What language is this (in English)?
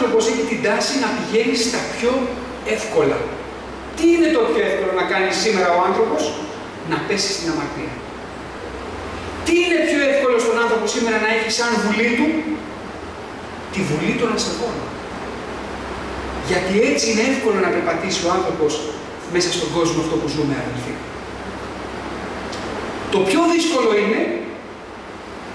Greek